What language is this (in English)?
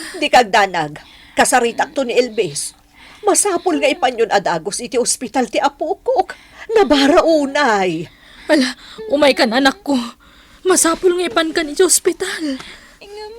Iloko